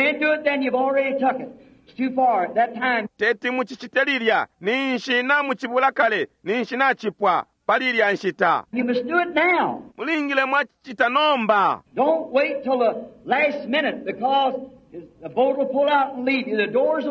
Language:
Bemba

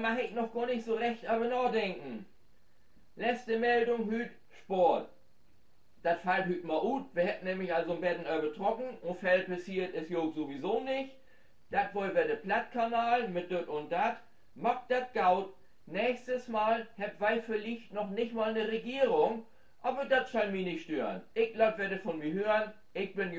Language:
Low German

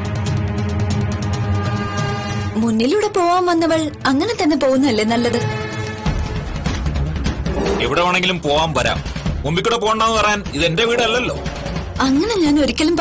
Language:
Malayalam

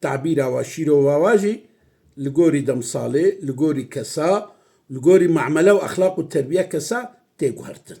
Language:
Kurdish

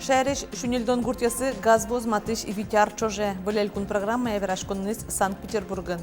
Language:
Udmurt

